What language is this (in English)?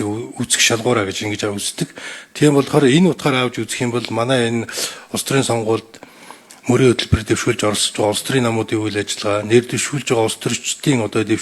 Mongolian